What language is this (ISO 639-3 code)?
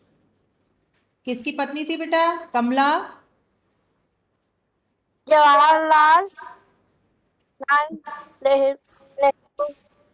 hin